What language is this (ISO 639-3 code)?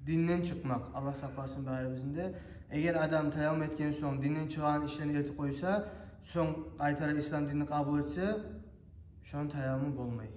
kum